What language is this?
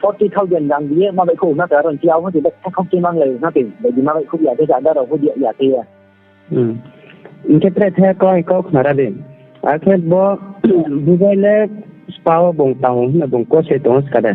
Riang (India)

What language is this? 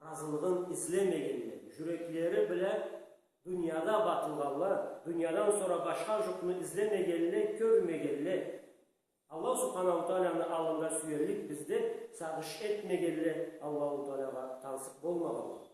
Karachay-Balkar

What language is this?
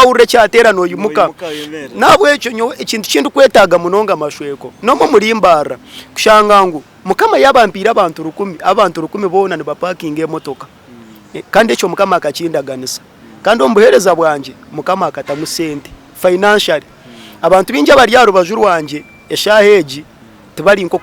Nyankole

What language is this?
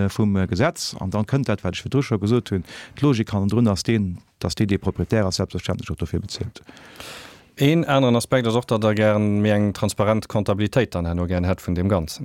Luxembourgish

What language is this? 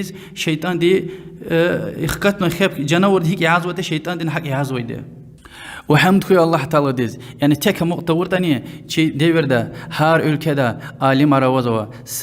Lezghian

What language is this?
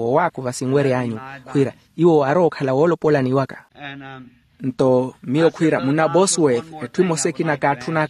Makhuwa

